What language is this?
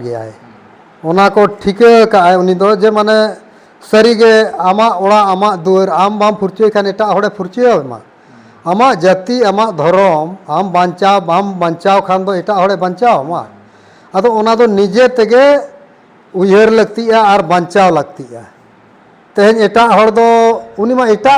Santali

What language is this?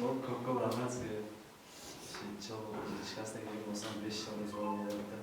Kara-Kalpak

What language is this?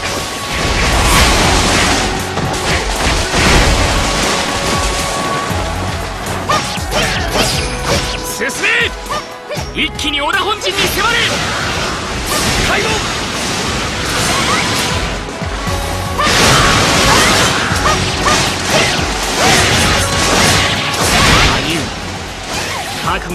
Japanese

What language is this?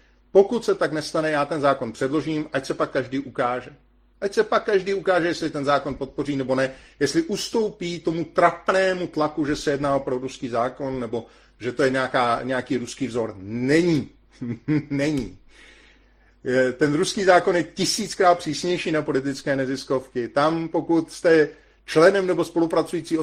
Czech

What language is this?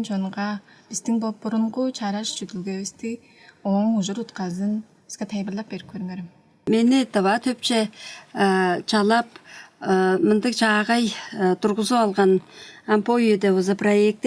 Tuvinian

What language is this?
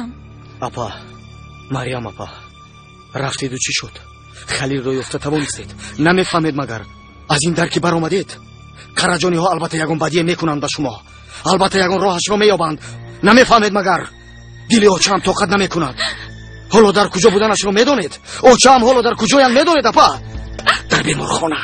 Tajik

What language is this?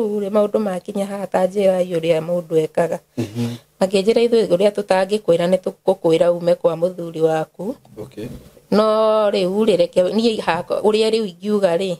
Kikuyu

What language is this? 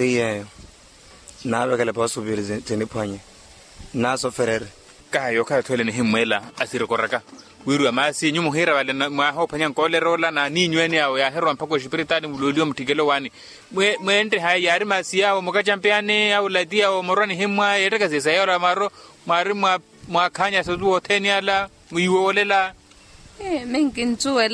Makhuwa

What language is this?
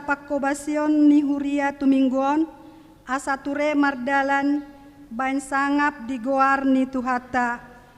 Batak Toba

